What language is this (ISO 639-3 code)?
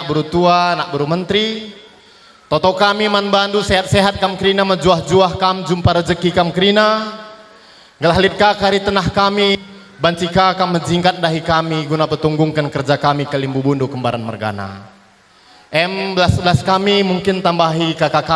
btx